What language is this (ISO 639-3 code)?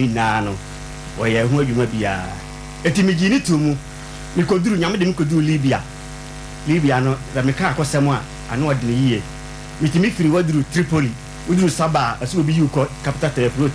aka